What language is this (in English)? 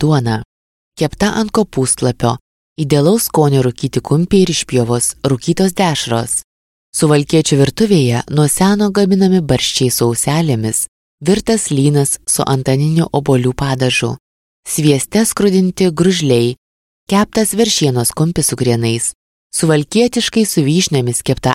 Lithuanian